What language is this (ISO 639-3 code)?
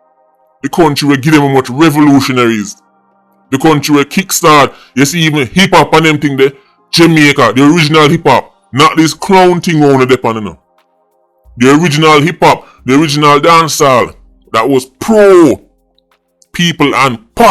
jam